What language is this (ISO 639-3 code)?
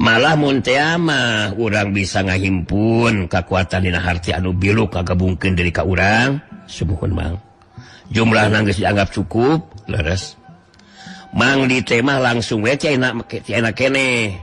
sun